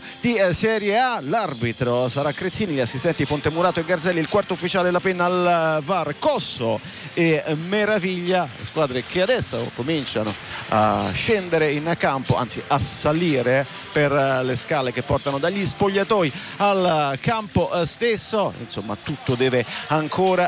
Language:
Italian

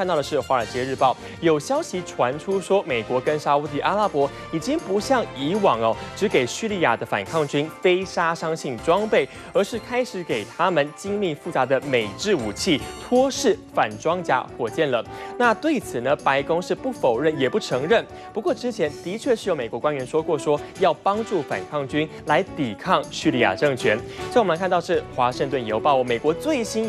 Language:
Chinese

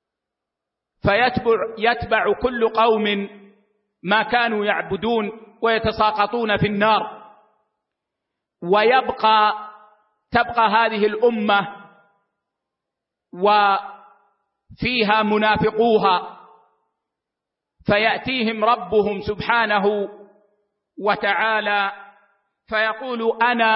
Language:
Arabic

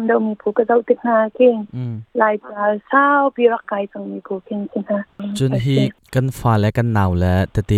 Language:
Hakha Chin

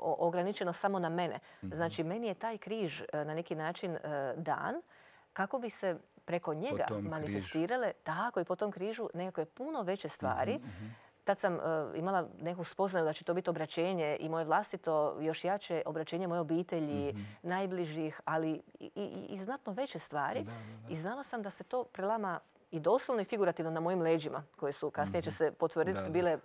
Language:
Croatian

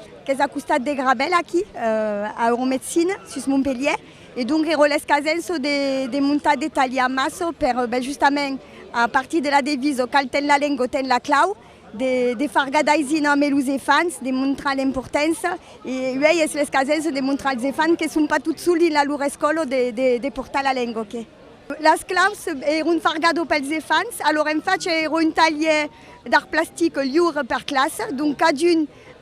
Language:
Occitan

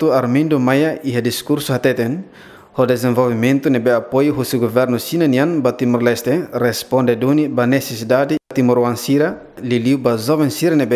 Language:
Tetum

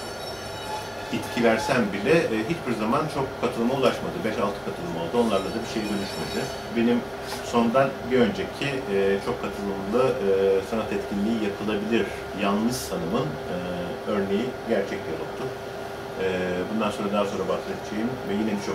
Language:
Turkish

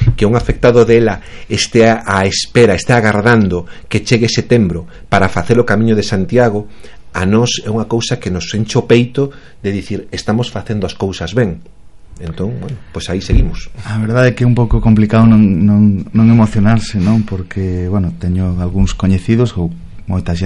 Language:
Galician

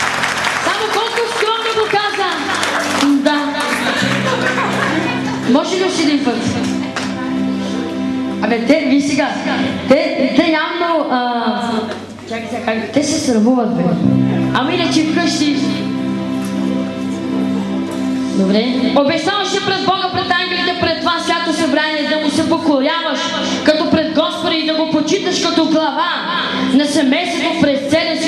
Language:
Bulgarian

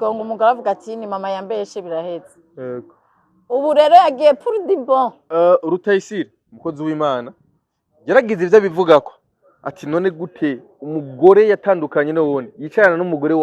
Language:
Rundi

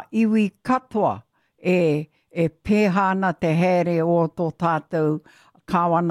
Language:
Māori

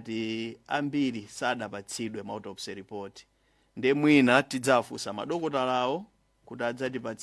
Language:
Nyanja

